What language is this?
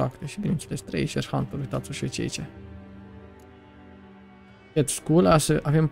Romanian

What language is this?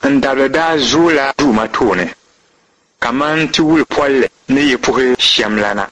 Dagbani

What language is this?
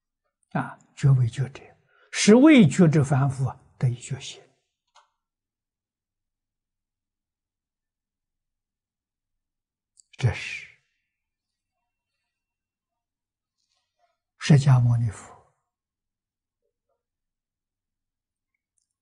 Chinese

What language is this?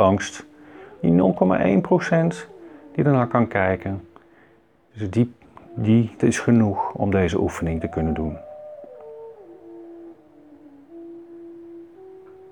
Dutch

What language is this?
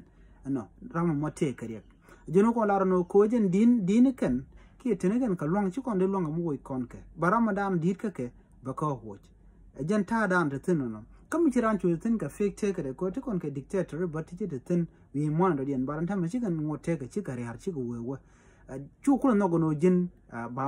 Nuer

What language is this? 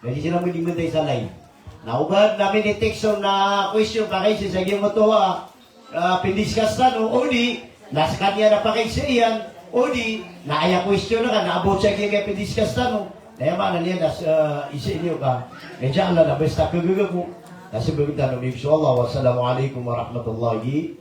Maranao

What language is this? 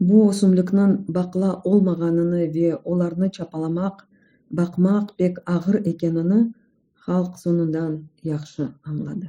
Crimean Tatar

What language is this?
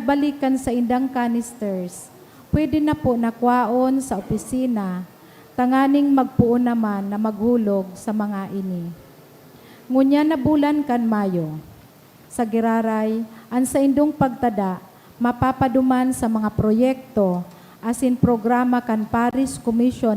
Bikol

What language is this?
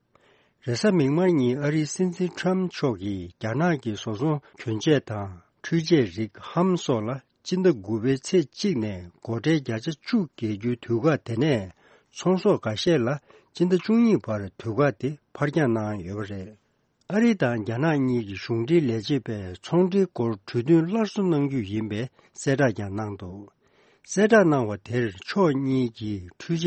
Tibetan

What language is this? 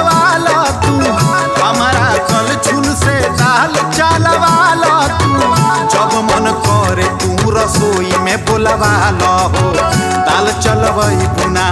Bhojpuri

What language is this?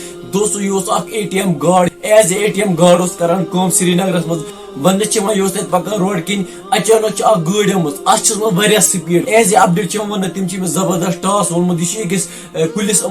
Kashmiri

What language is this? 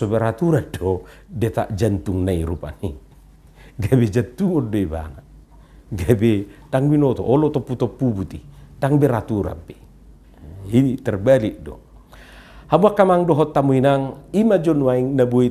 Batak Toba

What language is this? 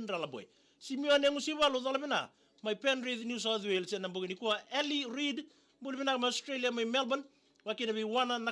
Fijian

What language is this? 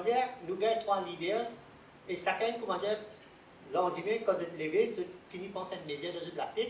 Morisyen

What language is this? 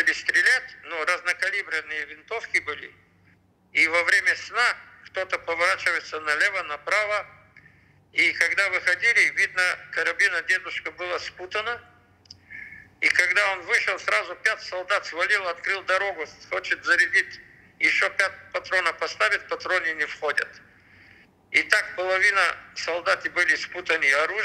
Russian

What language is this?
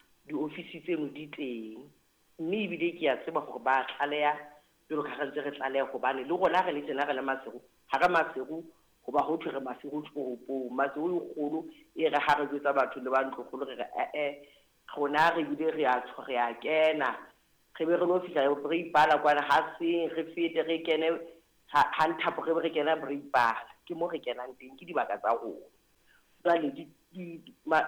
Southern Sotho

